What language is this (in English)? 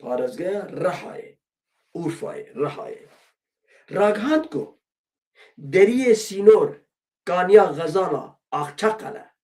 Kurdish